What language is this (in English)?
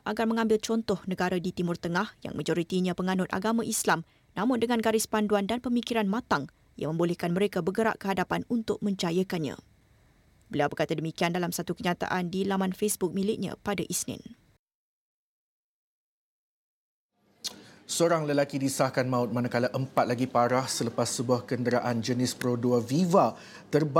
Malay